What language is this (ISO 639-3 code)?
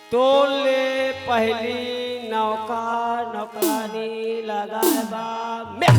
hne